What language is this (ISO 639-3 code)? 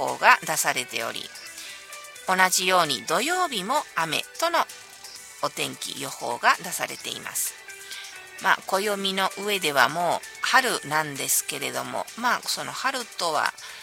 jpn